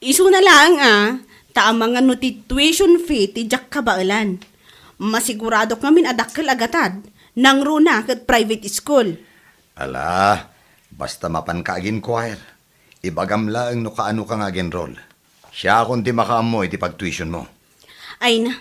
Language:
Iloko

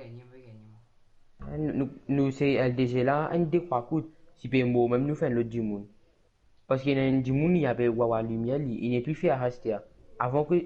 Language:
Morisyen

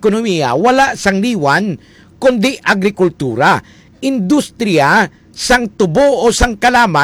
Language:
Hiligaynon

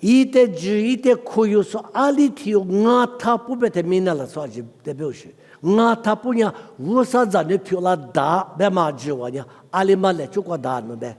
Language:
Lisu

